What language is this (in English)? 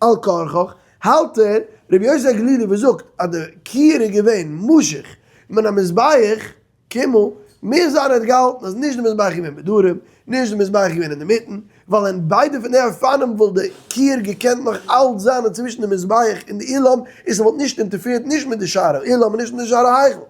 Yiddish